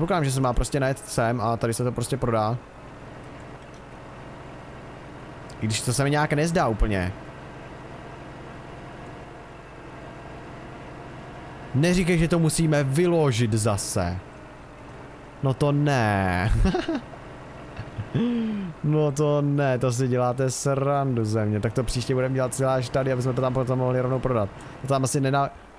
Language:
Czech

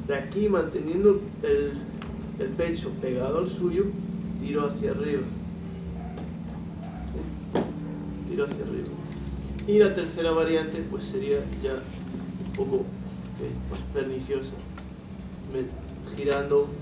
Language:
Spanish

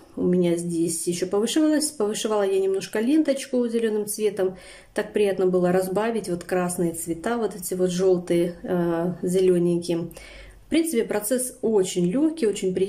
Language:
Russian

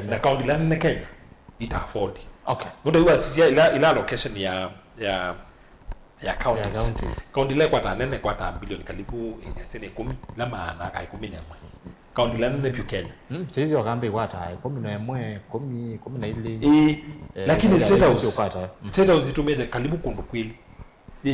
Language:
Kamba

